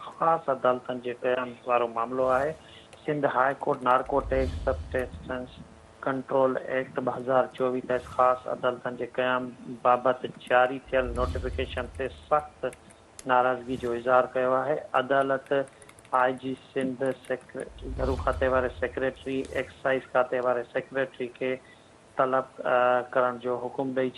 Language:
Sindhi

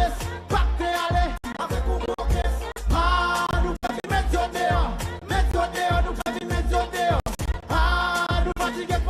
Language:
Seselwa Creole French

